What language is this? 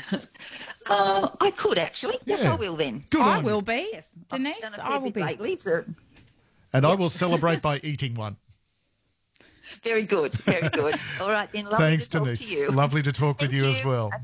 English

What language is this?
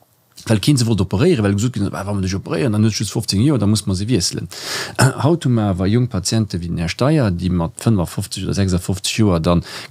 Luxembourgish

